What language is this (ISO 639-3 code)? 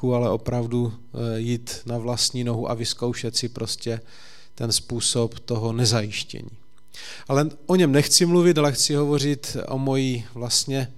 ces